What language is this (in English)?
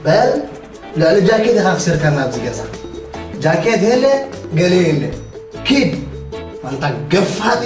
Tigrinya